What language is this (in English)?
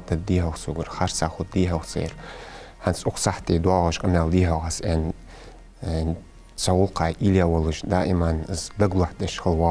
Ingush